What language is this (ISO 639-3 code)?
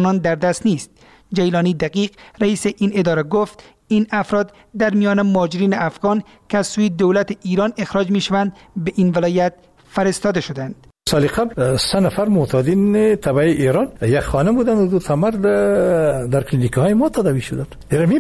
fas